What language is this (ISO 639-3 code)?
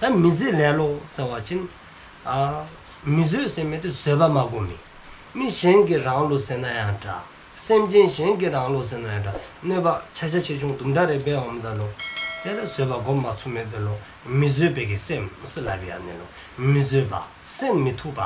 dzo